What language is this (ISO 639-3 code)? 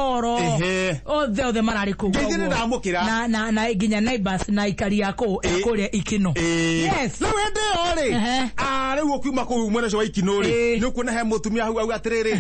kik